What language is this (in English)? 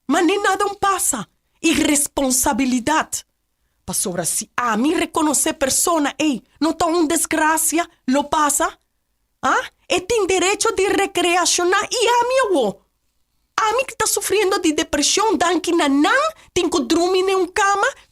Papiamento